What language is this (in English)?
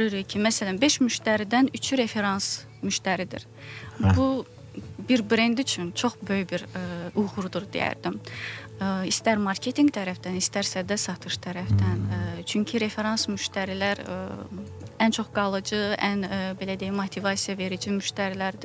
Azerbaijani